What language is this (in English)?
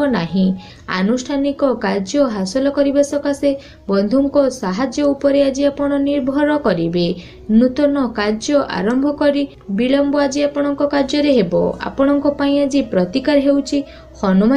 Odia